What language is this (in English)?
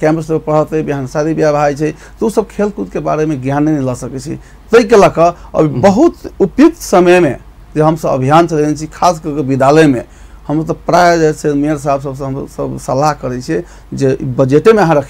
Maithili